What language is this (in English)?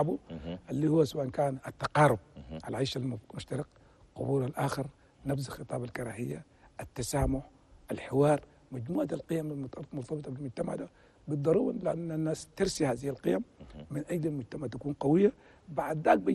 Chadian Arabic